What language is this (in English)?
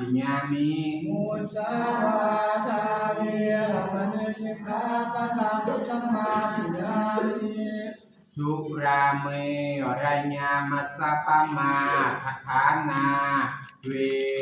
Pali